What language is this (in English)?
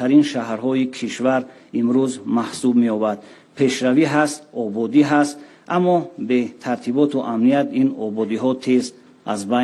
Tajik